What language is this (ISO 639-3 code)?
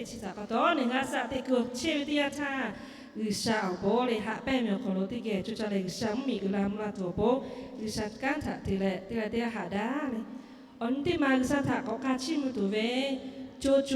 lhu